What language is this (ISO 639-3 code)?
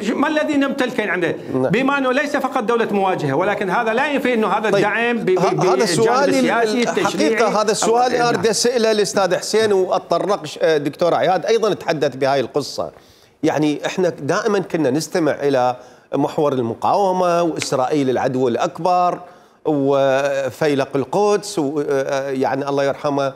acm